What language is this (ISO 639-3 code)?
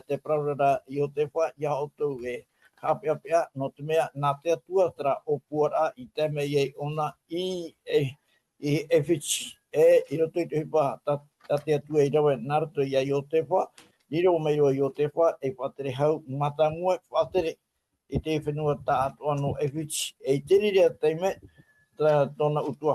tah